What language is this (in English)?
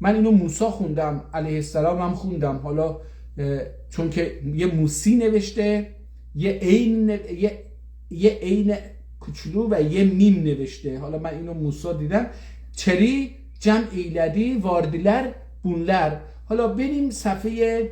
South Azerbaijani